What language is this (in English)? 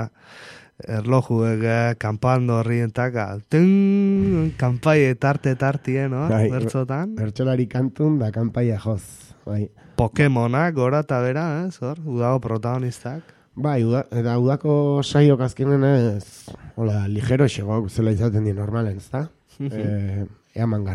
Basque